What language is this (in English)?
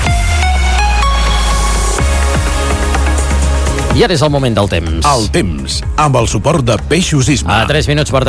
Catalan